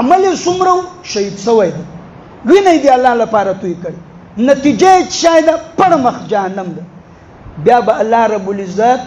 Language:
Pashto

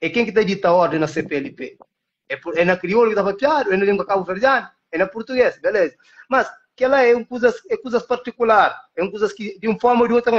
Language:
Kabuverdianu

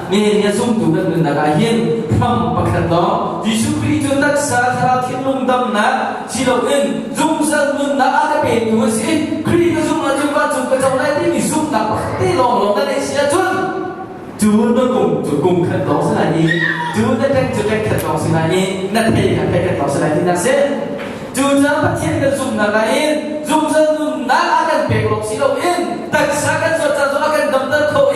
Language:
Hakha Chin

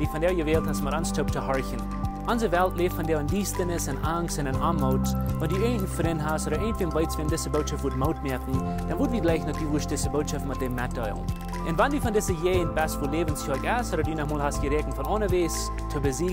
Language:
Plautdietsch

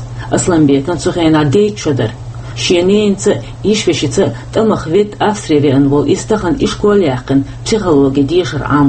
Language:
Chechen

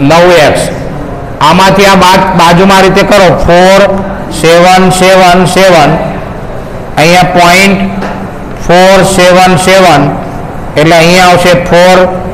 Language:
Gujarati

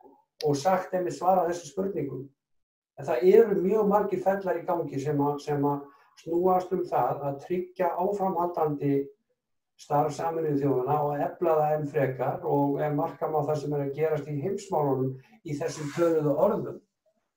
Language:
Icelandic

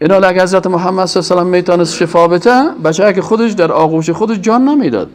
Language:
Persian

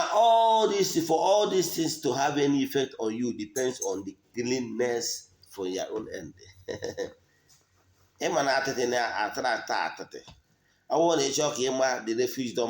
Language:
Igbo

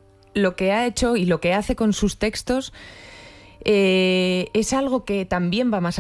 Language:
Spanish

